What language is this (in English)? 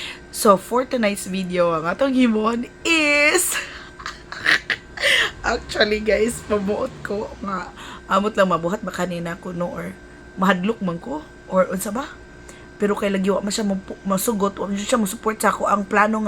Cebuano